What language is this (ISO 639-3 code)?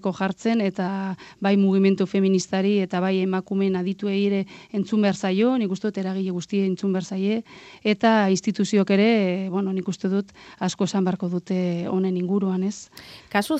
eus